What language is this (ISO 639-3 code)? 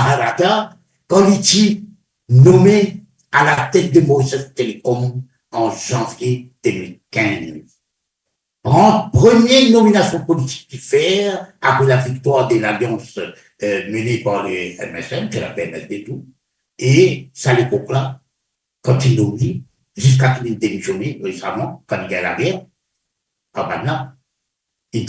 mfe